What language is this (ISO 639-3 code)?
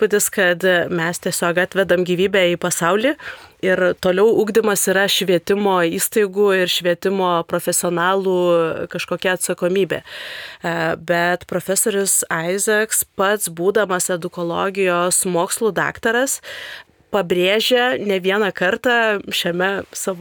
lit